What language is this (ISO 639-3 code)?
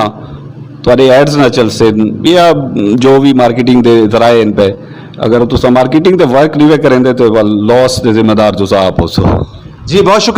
lah